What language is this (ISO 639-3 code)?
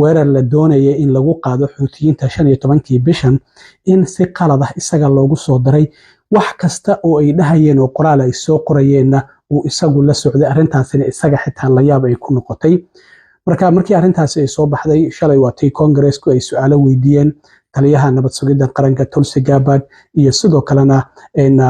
som